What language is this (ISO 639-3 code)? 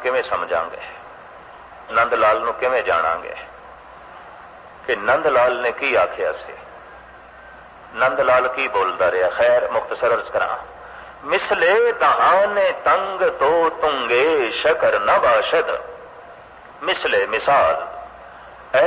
pan